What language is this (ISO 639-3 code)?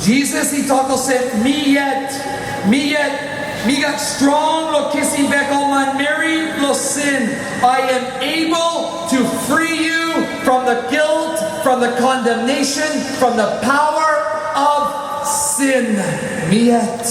tpi